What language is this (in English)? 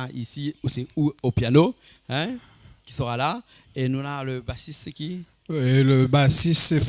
Réunion Creole French